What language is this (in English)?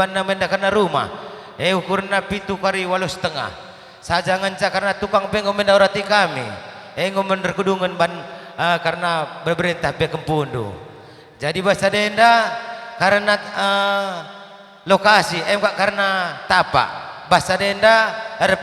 Batak Karo